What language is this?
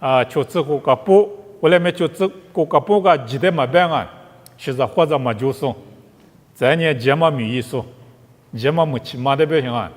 Lisu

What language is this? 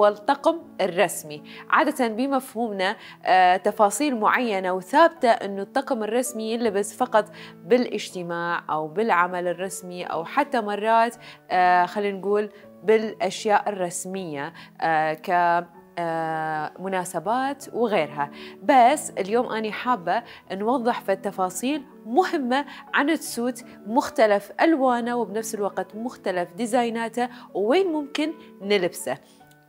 Mesopotamian Arabic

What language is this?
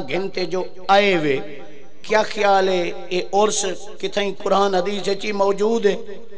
Saraiki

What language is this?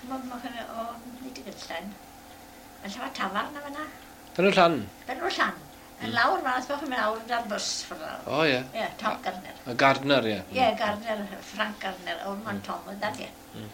Welsh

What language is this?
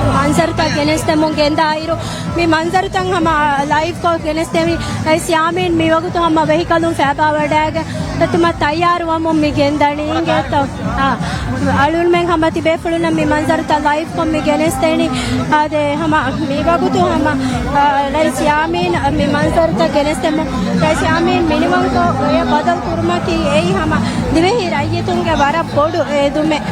Divehi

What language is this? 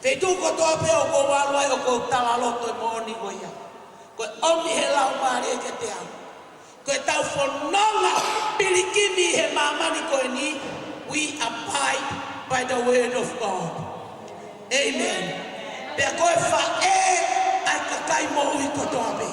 Tongan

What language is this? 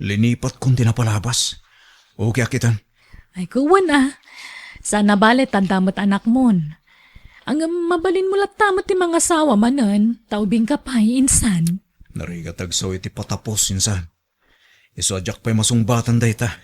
Iloko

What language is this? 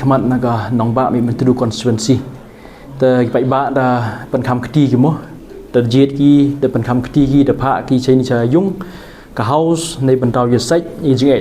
Pnar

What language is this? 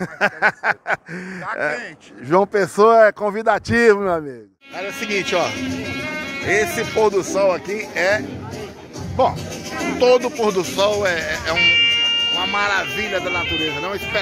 Portuguese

